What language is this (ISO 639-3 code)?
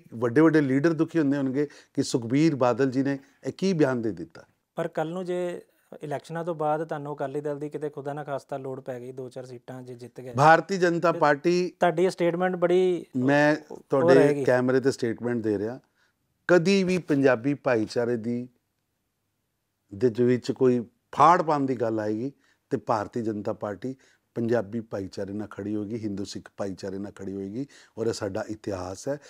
pan